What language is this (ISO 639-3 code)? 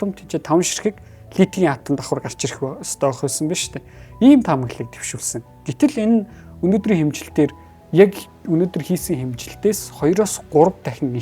mon